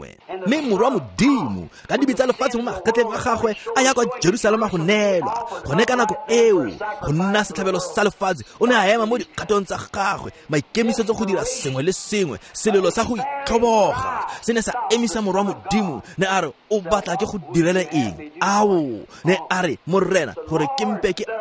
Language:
Tswana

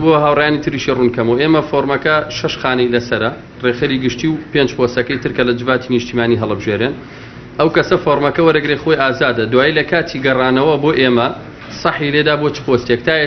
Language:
Central Kurdish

